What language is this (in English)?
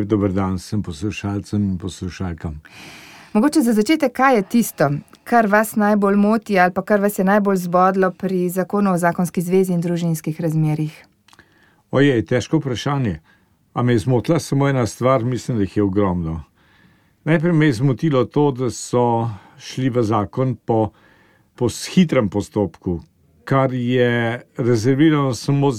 Slovenian